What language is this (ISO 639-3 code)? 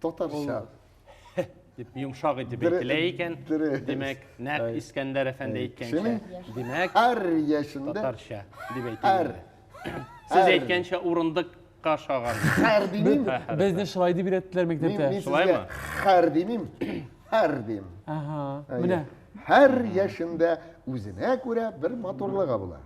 tat